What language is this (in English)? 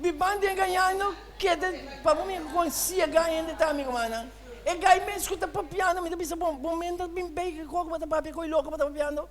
Papiamento